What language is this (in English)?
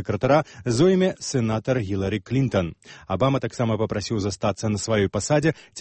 Belarusian